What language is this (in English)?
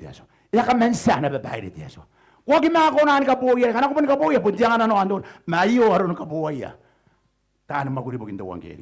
Gilbertese